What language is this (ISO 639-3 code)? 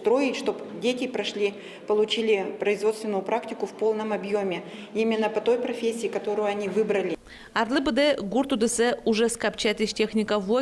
udm